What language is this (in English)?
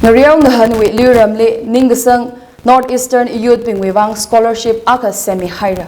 Tangkhul Naga (India)